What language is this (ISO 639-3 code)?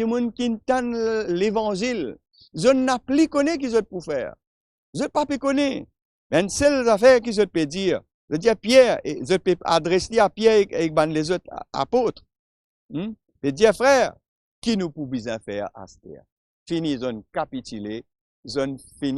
mfe